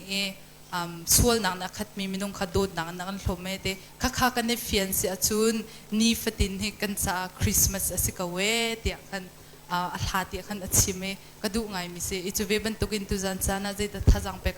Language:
Hakha Chin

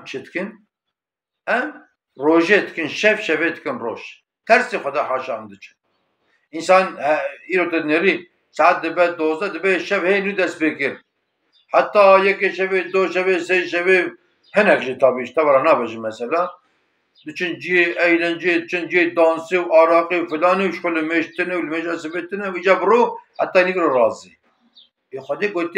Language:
Kurdish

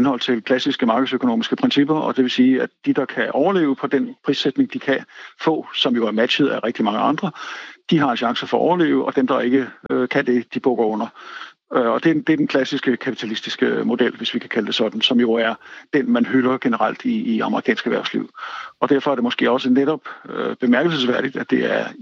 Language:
Danish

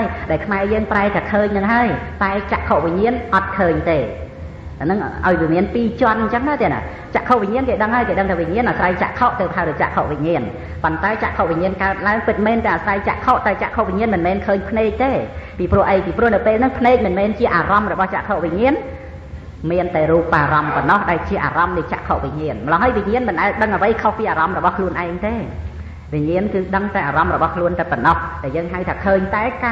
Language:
Khmer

